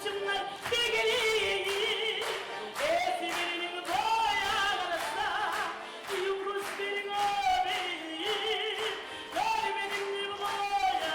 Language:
Kumyk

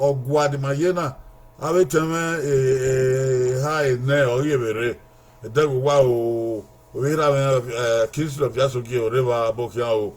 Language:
Bini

